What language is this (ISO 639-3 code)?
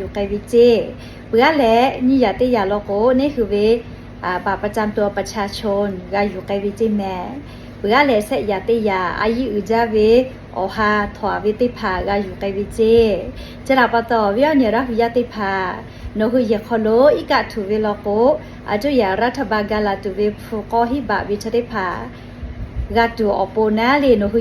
lhu